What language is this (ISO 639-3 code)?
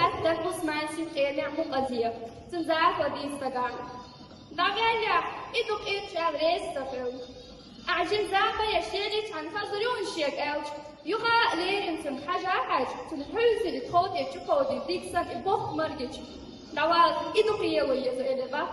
che